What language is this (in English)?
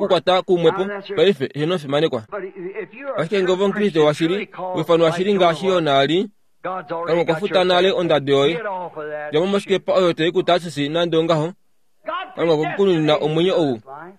Kuanyama